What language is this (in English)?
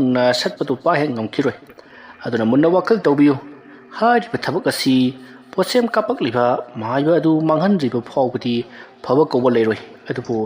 Manipuri